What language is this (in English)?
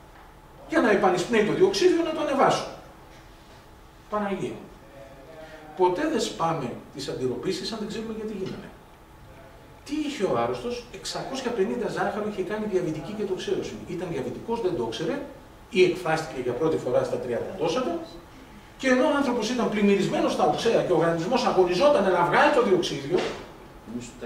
Greek